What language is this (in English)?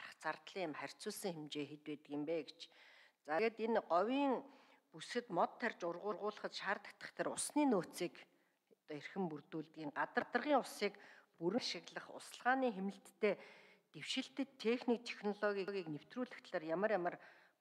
Mongolian